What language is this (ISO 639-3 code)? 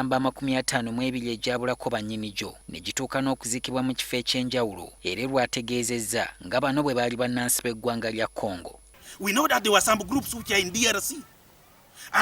lug